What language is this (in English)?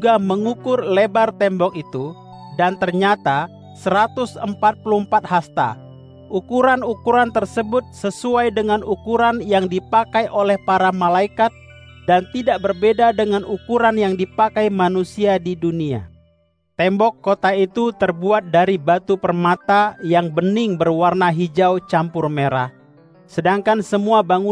Indonesian